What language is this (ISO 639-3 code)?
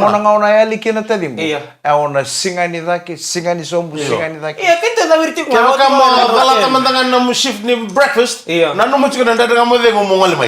fij